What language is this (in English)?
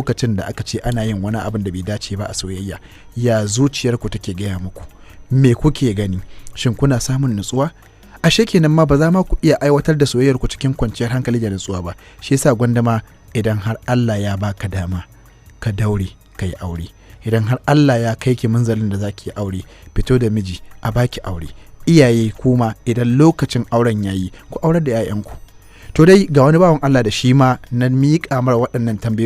Hausa